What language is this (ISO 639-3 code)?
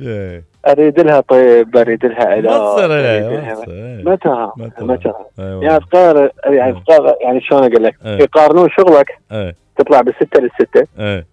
acm